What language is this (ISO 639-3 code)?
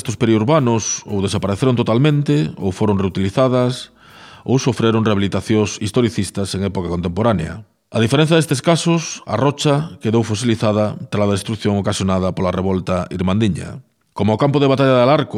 glg